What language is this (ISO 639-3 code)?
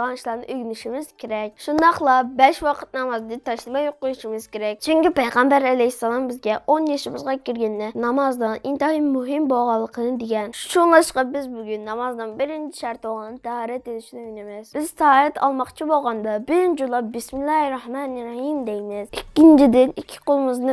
uig